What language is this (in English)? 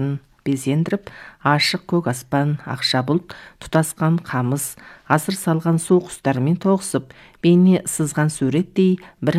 Kazakh